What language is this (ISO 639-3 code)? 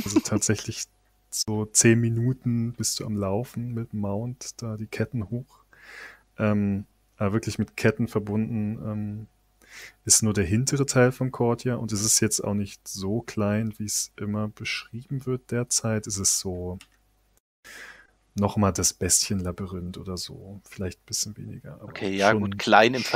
deu